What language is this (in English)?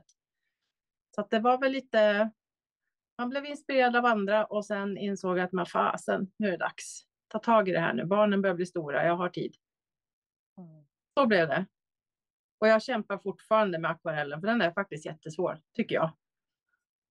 Swedish